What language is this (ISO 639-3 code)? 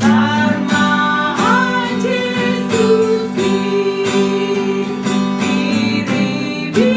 bts